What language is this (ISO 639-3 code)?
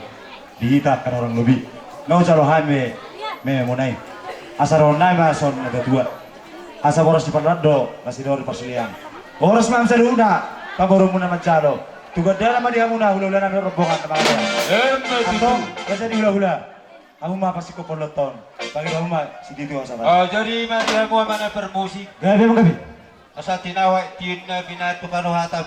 bbc